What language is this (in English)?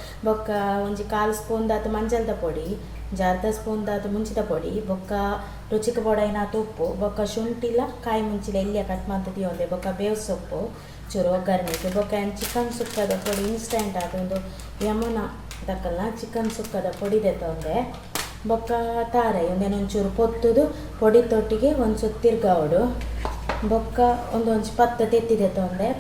Tulu